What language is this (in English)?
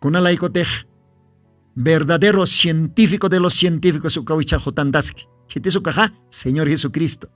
Aymara